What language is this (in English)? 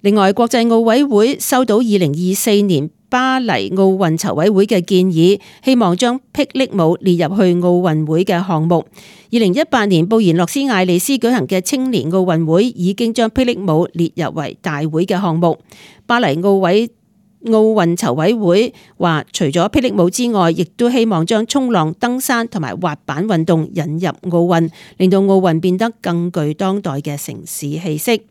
Cantonese